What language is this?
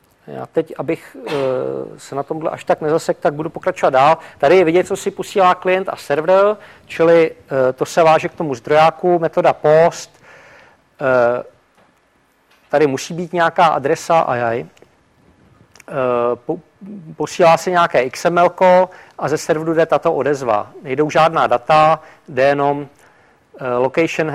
Czech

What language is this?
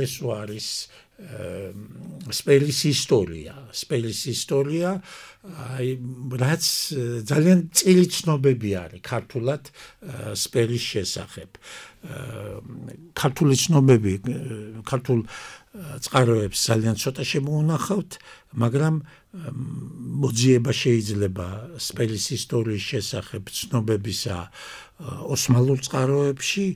Georgian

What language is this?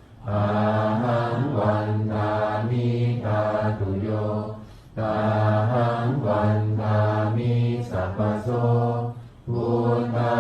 Pali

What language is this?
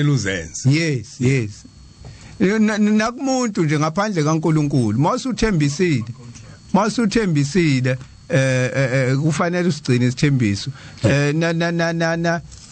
Zulu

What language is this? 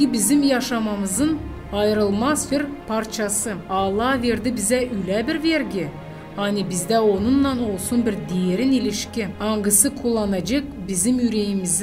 Gagauz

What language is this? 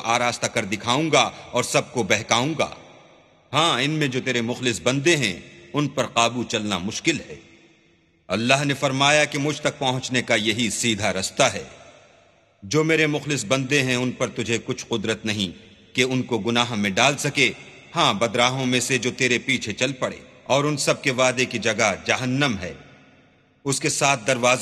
Urdu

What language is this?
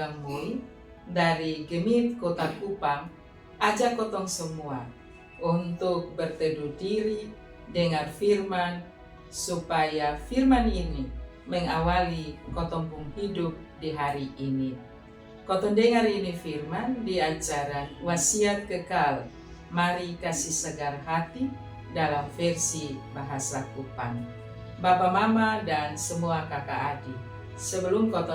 Kupang Malay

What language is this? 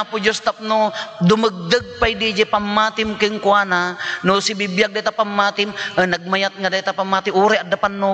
Iloko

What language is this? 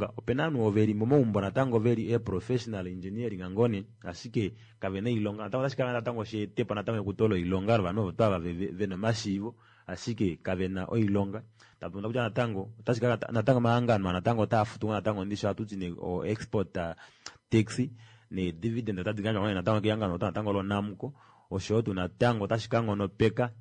Kuanyama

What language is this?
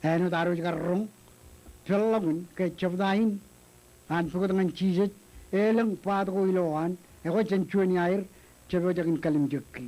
Marshallese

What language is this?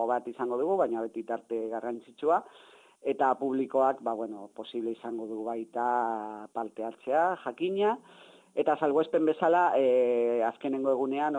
Basque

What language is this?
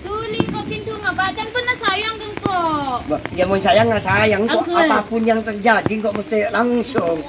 Madurese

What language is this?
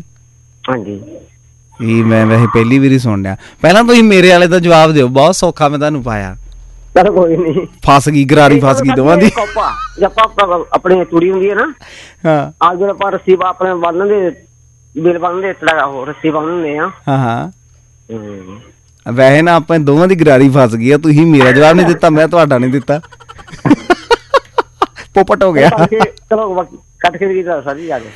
Punjabi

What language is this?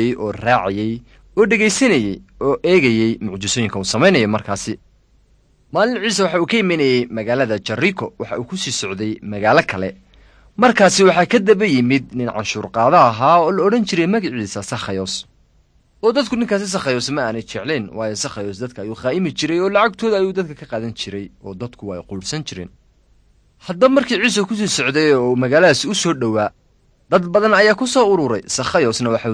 Somali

